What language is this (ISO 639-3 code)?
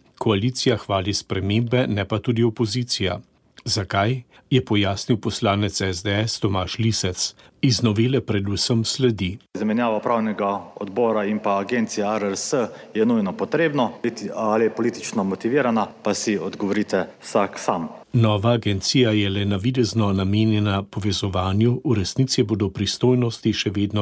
slv